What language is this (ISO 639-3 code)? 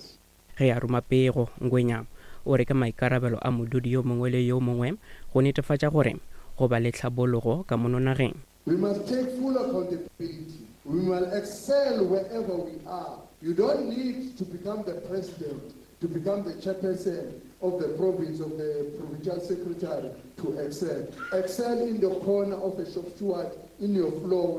nso